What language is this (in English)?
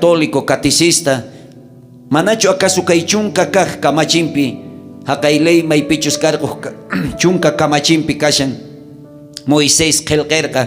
South Bolivian Quechua